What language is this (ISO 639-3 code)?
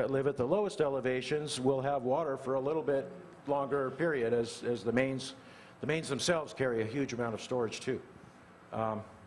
eng